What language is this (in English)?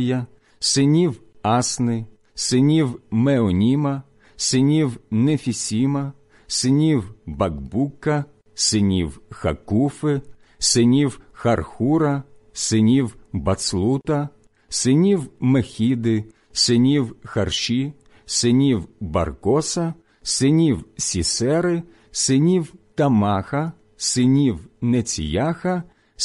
Ukrainian